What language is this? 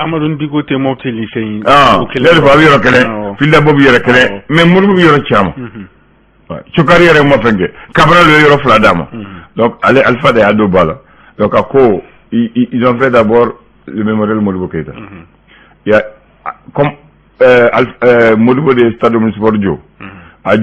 Bambara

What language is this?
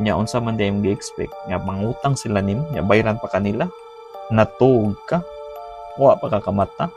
Cebuano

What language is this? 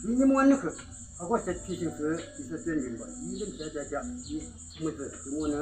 Yimchungru Naga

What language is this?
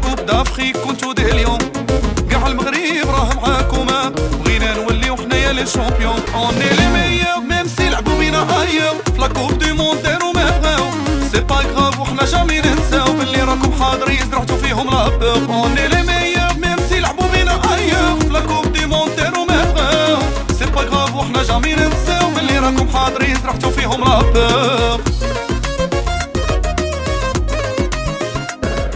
Moroccan Arabic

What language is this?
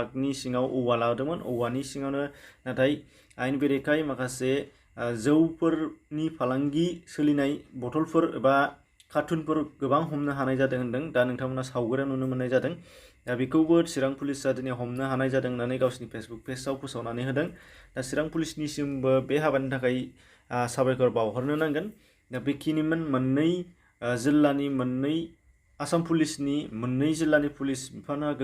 Bodo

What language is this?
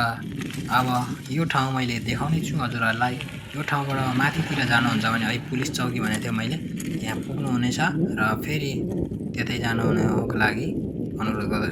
Nepali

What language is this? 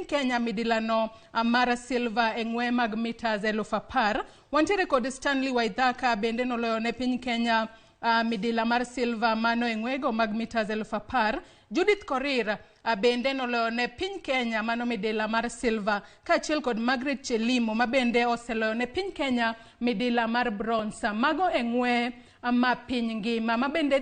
Luo (Kenya and Tanzania)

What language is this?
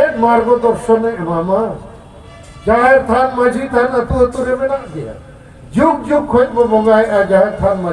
Santali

